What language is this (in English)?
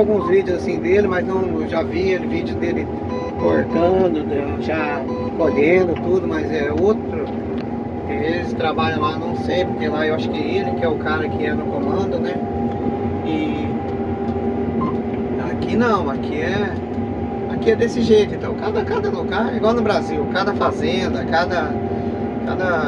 Portuguese